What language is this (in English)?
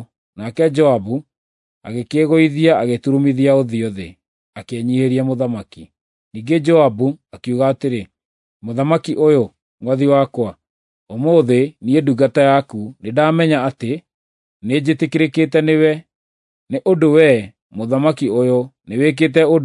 Kikuyu